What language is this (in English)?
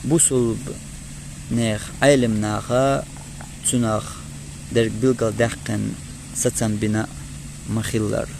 Chechen